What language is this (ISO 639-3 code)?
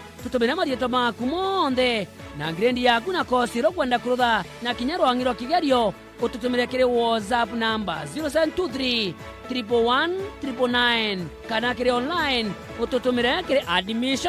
mer